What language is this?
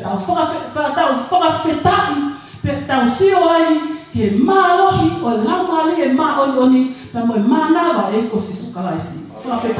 Tongan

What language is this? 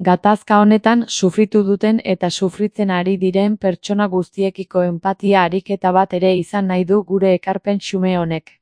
Basque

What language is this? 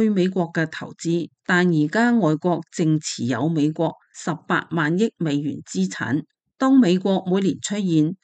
Cantonese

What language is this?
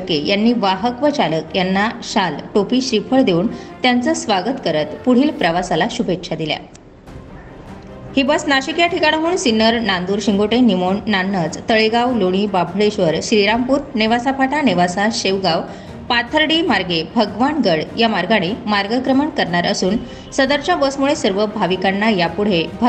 Marathi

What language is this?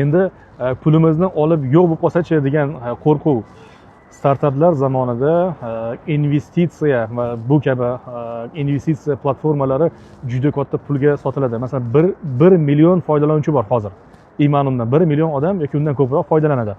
Uzbek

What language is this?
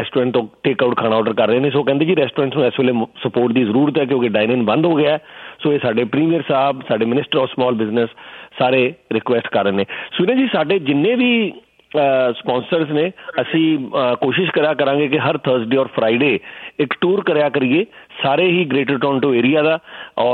Punjabi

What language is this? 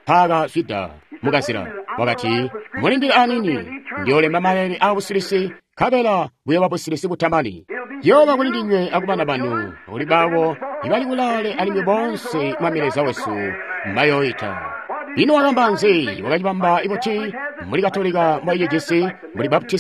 Tonga (Zambia)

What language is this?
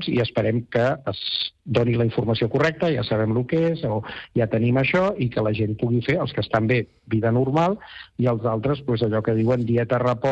Catalan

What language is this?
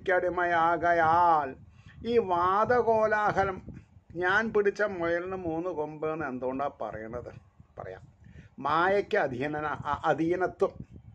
Malayalam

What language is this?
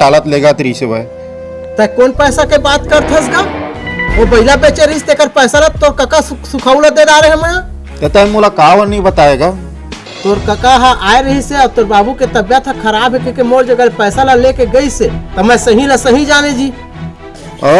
Chhattisgarhi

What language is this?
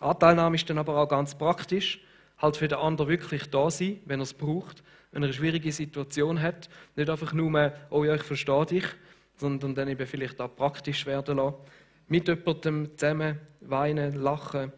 Swiss German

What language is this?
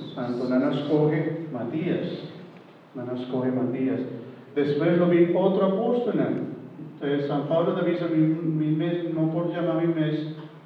Papiamento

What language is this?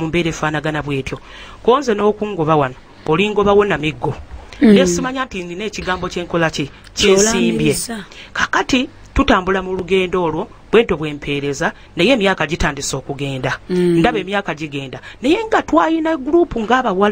Ganda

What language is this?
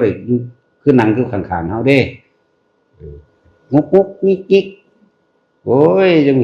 Northeastern Thai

